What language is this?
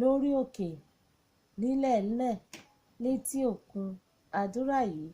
Yoruba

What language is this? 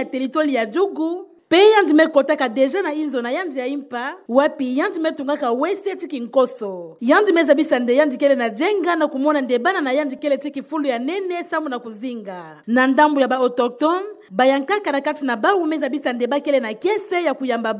Kituba (Democratic Republic of Congo)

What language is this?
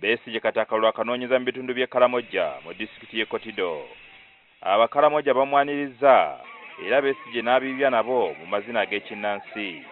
Ganda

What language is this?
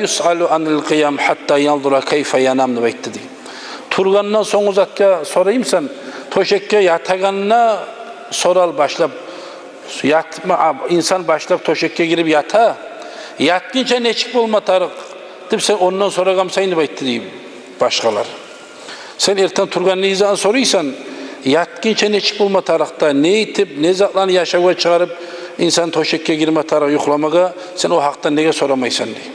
Kumyk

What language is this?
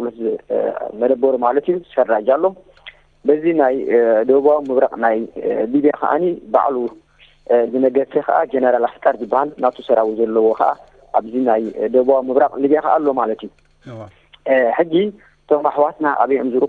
Tigrinya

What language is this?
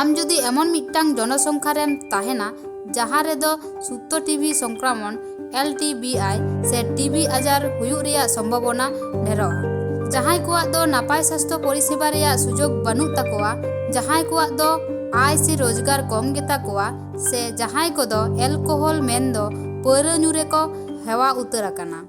Santali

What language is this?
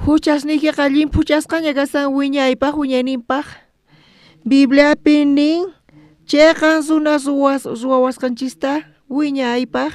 South Bolivian Quechua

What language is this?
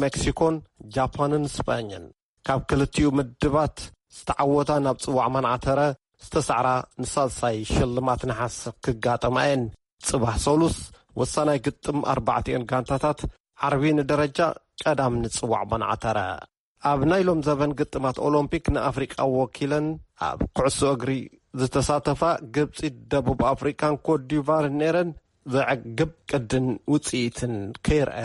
Tigrinya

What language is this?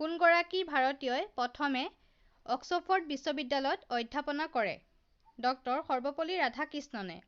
Assamese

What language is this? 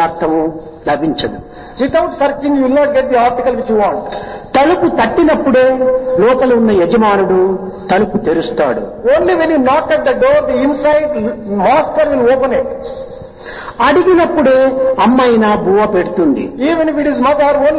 Telugu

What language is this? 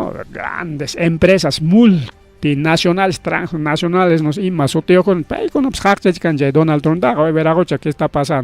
Ayacucho Quechua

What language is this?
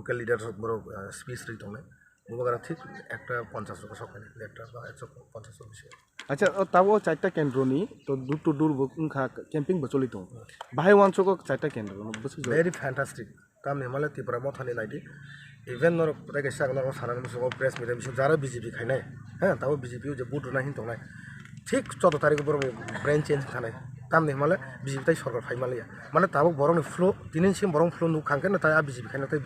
Kok Borok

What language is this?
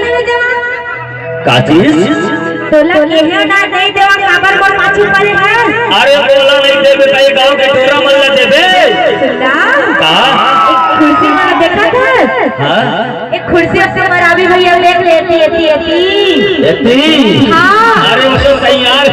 Chhattisgarhi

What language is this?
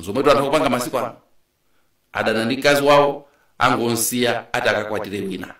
Nyanja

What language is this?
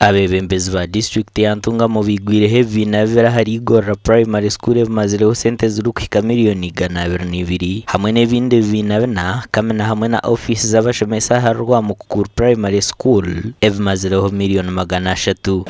Nyankole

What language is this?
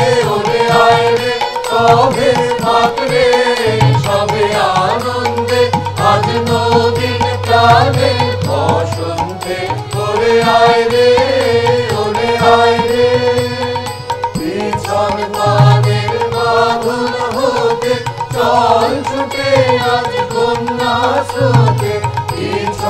Bangla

